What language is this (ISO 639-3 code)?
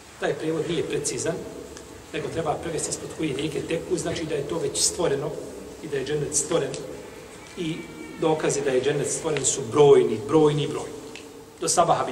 bos